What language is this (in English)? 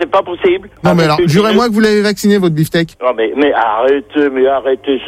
French